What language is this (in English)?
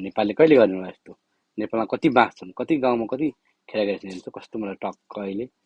Nepali